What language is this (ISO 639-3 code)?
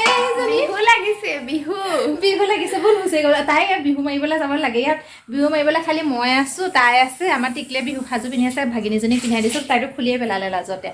asm